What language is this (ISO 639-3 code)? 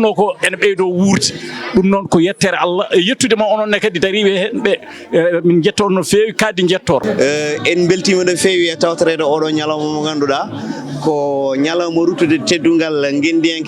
ful